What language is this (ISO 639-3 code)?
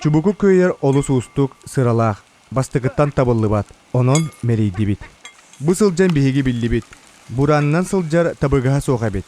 sah